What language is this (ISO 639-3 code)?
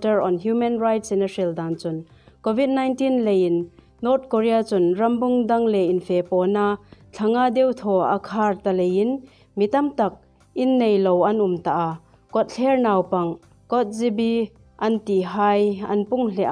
hmr